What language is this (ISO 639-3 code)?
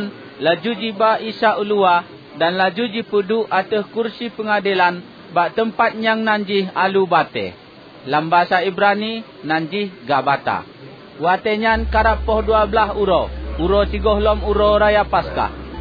ace